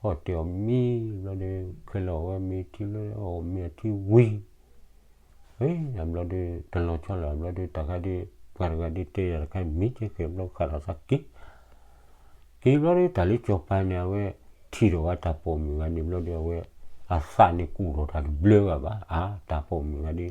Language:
S'gaw Karen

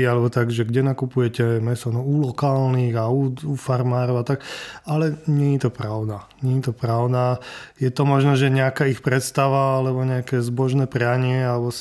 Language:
Slovak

